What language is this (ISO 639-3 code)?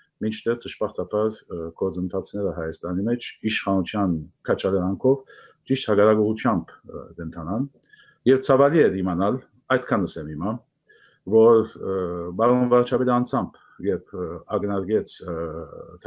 hyw